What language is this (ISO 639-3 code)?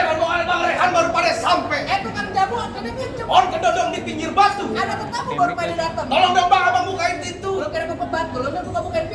bew